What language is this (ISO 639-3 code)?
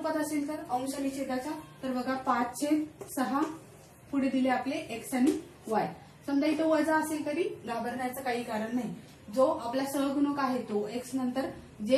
mar